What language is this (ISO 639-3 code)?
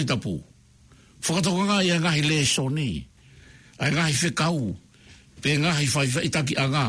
ton